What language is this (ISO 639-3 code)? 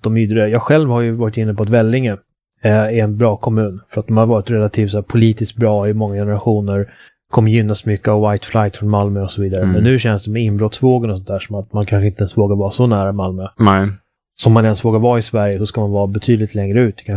swe